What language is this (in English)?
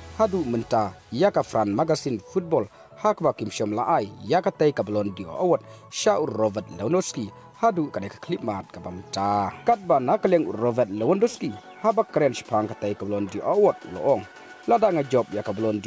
Khasi